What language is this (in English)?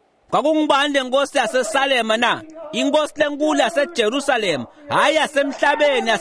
Swati